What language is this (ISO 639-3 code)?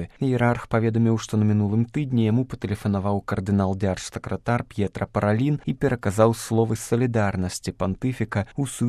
bel